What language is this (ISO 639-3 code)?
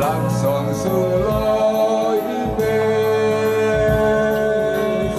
cfm